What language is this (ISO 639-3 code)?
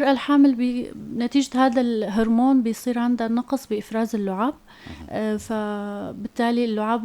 apc